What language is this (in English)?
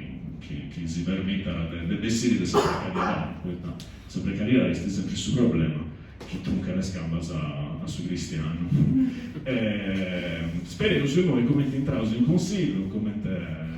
Sardinian